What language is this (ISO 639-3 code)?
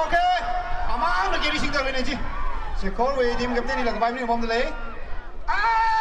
nmf